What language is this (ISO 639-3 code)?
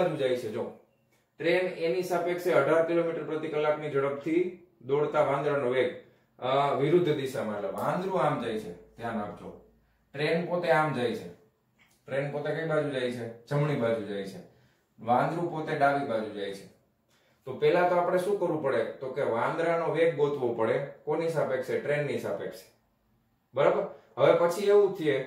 guj